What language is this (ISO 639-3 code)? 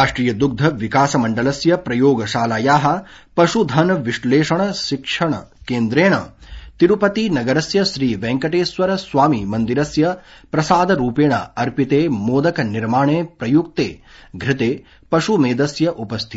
san